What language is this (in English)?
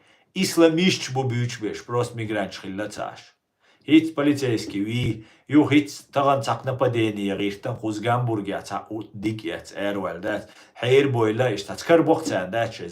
Chechen